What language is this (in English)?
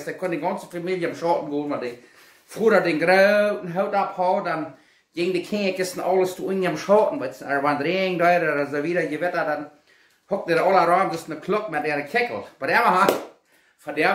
Plautdietsch